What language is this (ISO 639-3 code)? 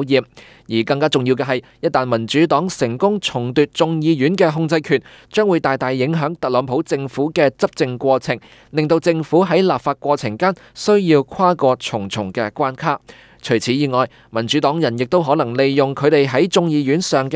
yue